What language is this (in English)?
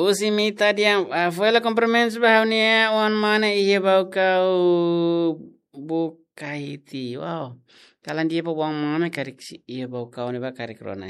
Tetum